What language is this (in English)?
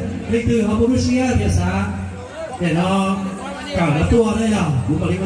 Hmong